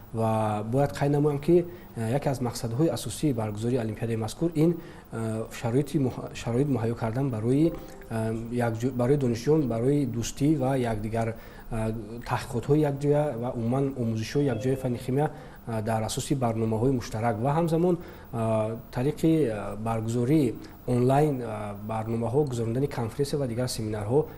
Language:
Tajik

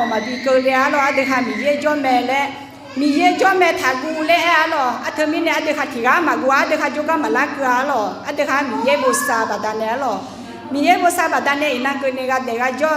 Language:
Akha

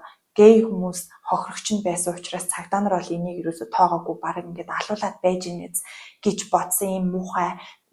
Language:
Mongolian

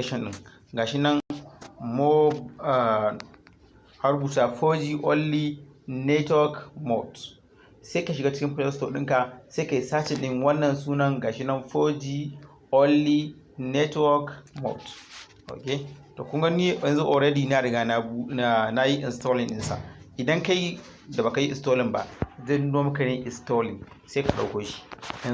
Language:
Hausa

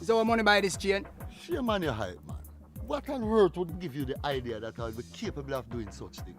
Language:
Jamaican Creole English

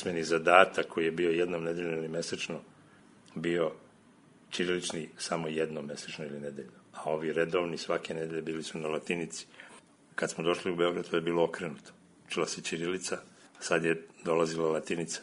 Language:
Serbian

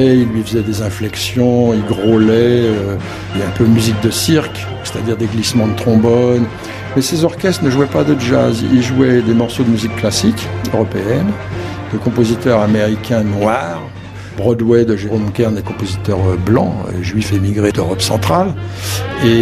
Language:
French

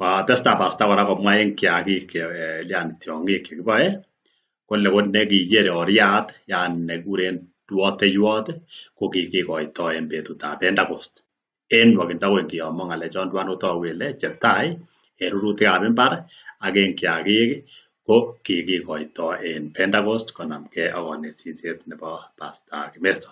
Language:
Kalenjin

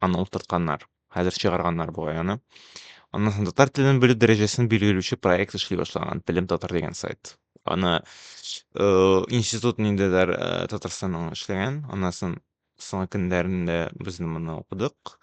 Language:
Tatar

